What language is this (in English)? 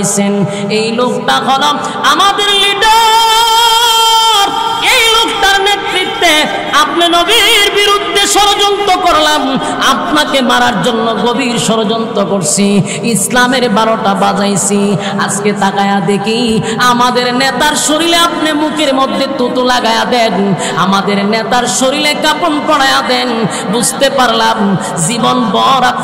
Bangla